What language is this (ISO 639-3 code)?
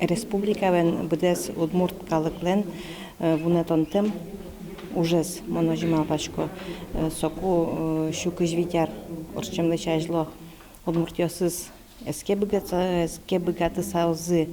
udm